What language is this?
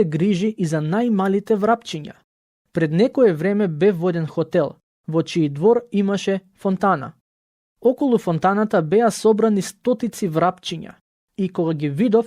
Macedonian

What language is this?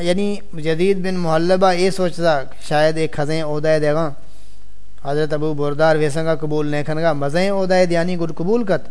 Saraiki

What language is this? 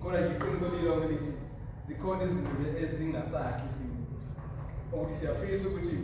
Zulu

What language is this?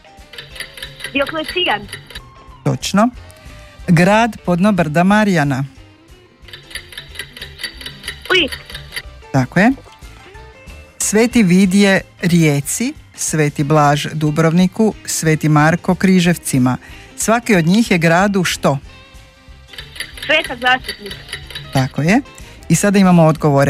Croatian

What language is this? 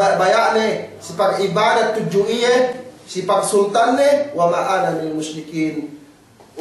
Yakan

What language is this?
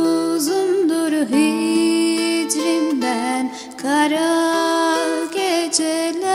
Turkish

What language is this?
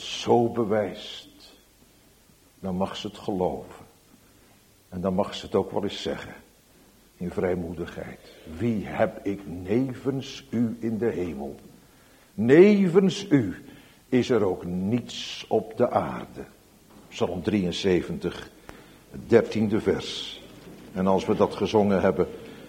Dutch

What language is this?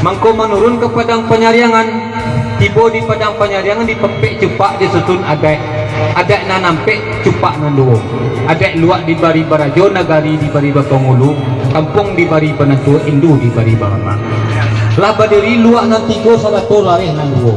Minangkabau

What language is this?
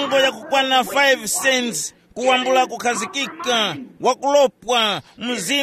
Tumbuka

